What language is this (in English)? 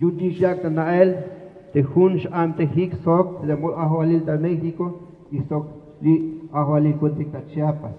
Tzeltal